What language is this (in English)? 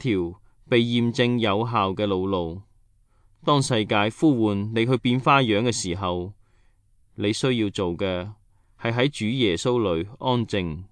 Cantonese